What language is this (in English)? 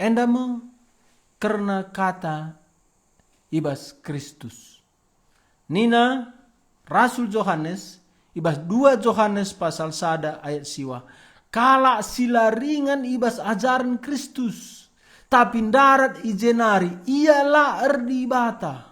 Batak Karo